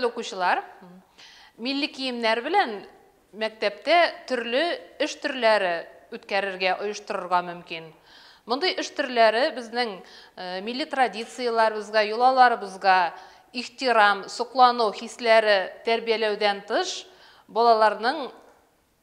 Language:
Bashkir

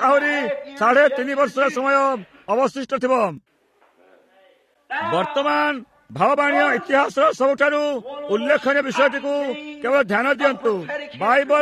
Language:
Odia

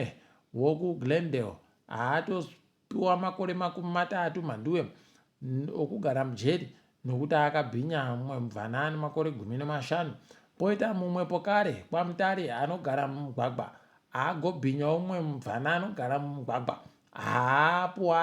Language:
Ndau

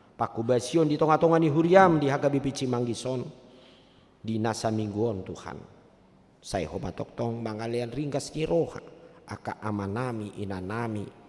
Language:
Batak Toba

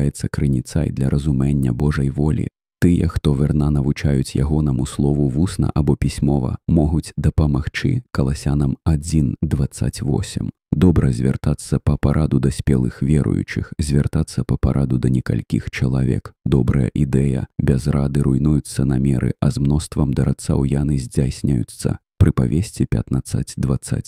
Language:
Belarusian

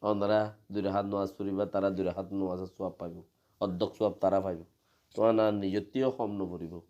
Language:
Rohingya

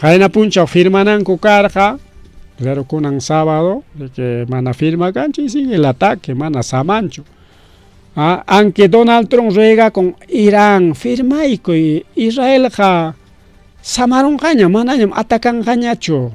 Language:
Ayacucho Quechua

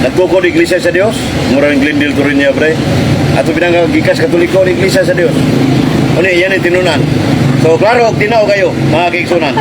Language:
Cebuano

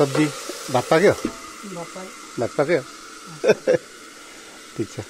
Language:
Nepali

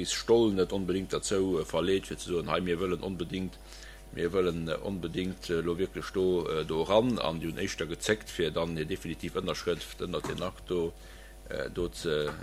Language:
Luxembourgish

